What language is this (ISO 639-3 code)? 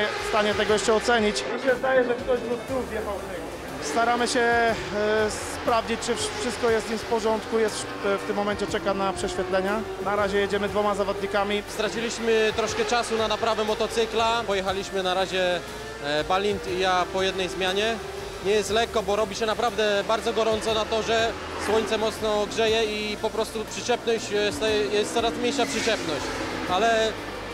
pol